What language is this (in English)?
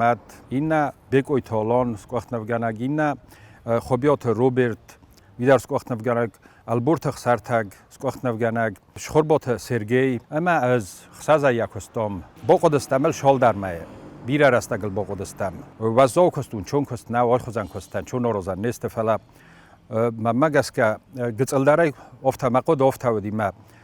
Ossetic